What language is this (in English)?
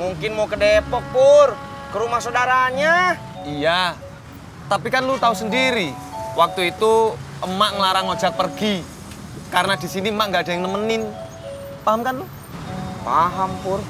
Betawi